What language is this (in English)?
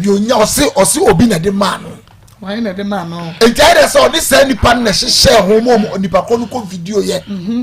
Akan